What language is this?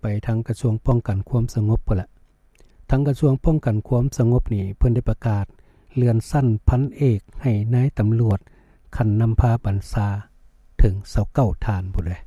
Lao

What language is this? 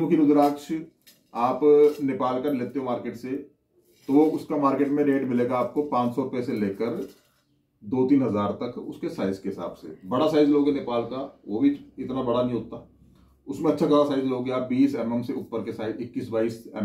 Hindi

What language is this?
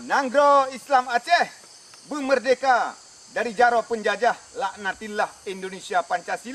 Achinese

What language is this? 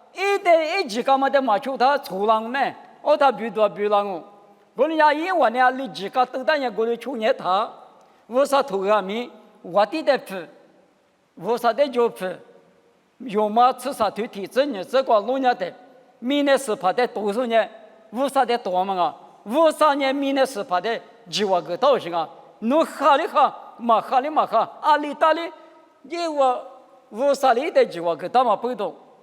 Lisu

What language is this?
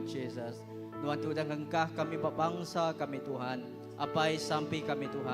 Iban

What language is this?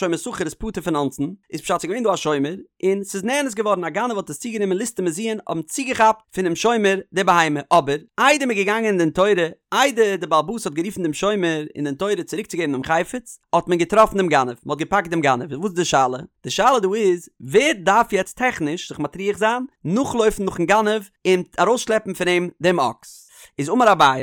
Yiddish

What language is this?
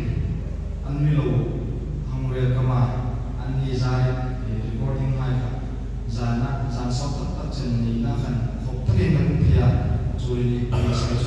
Hmar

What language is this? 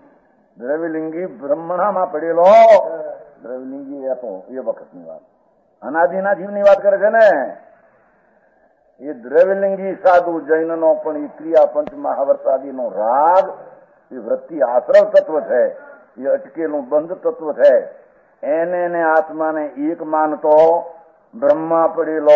Gujarati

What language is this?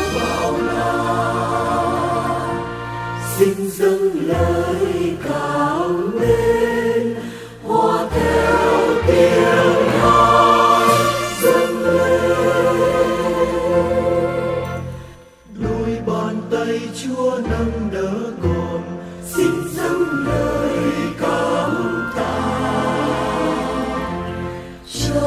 Vietnamese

